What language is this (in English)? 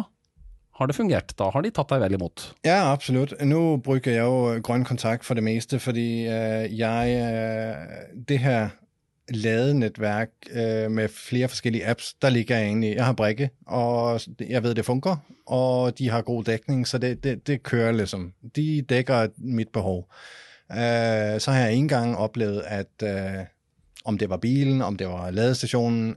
Danish